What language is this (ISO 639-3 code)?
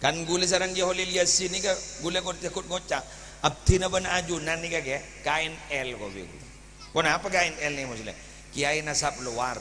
mad